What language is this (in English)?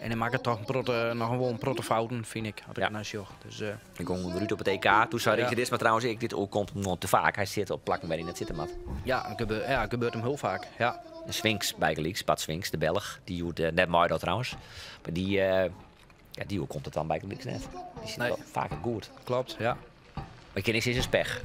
Western Frisian